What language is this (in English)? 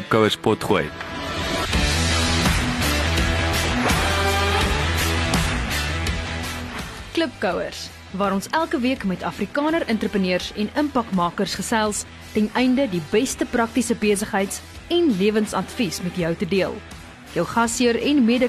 Afrikaans